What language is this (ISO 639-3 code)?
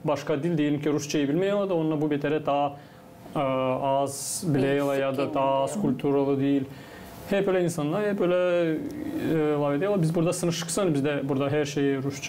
gag